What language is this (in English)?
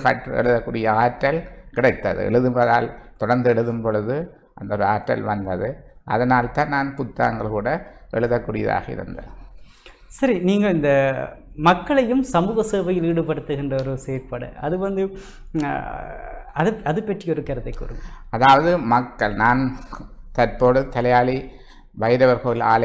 Tamil